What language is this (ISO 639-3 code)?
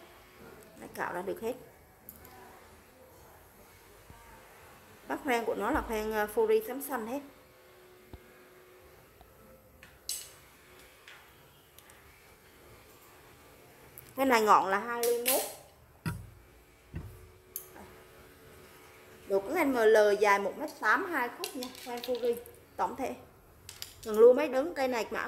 vie